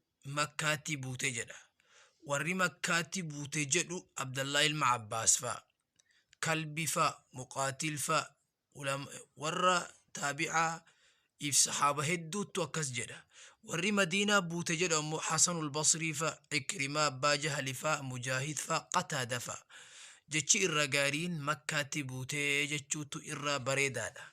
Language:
Oromo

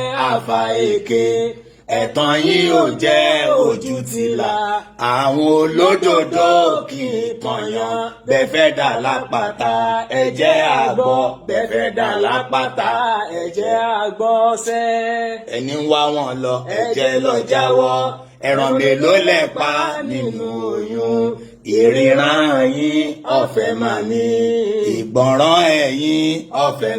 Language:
Yoruba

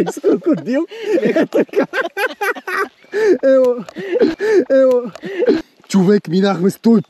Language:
Bulgarian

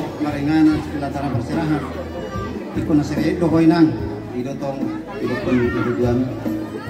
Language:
Batak Toba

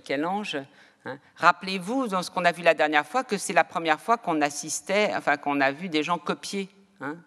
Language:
French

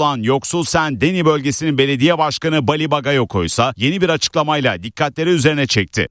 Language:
Turkish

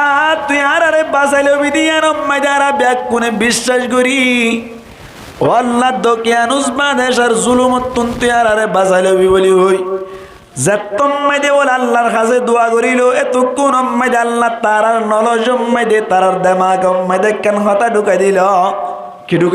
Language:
Rohingya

